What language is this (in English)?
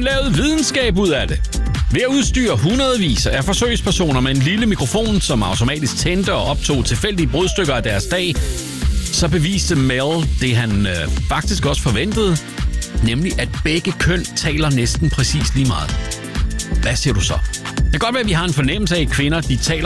Danish